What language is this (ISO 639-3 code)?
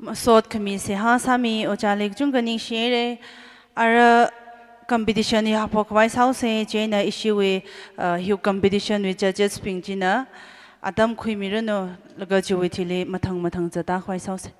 nmf